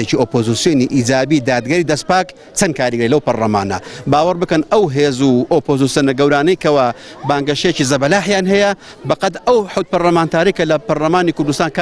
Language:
Central Kurdish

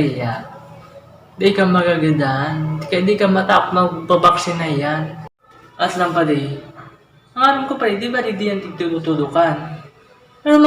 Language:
Bikol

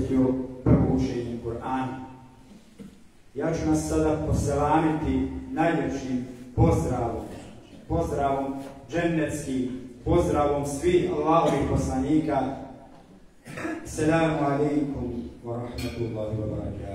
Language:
Bosnian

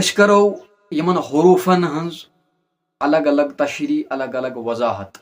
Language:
Kashmiri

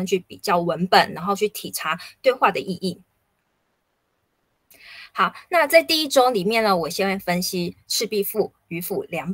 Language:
Chinese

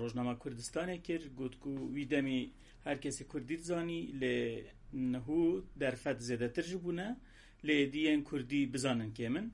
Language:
Kurdish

